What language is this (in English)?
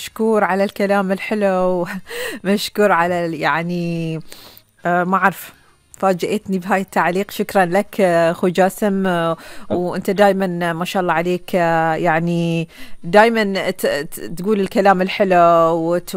Gulf Arabic